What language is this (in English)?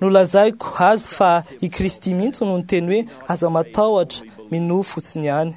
Malagasy